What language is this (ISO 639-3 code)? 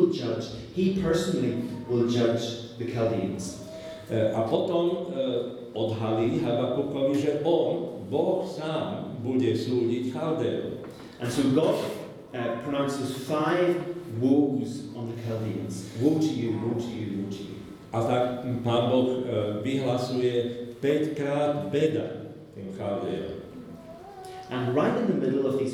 slk